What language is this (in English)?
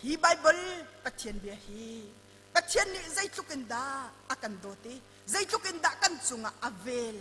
Hakha Chin